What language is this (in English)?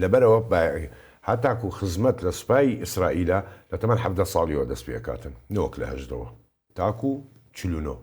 Central Kurdish